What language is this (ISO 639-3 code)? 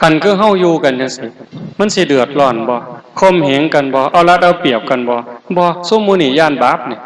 lao